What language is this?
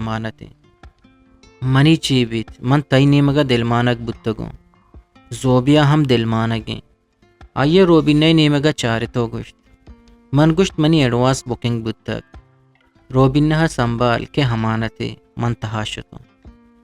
Eastern Balochi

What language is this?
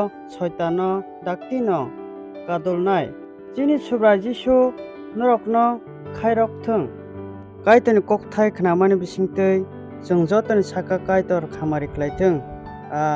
Kok Borok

